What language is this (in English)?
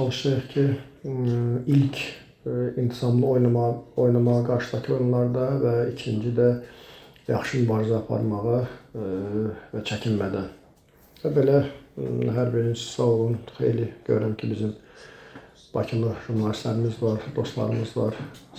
Azerbaijani